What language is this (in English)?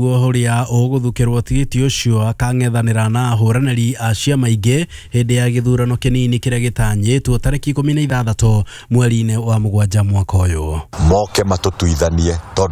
Kikuyu